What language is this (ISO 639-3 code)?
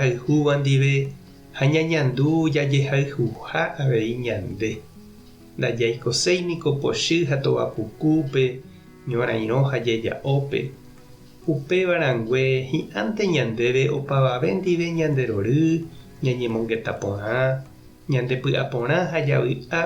grn